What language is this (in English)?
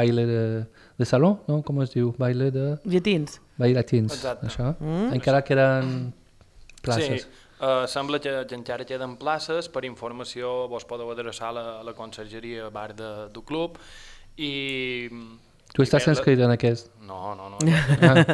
Catalan